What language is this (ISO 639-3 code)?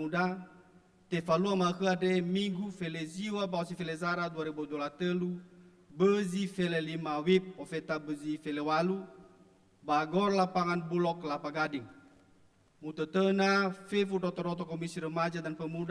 nia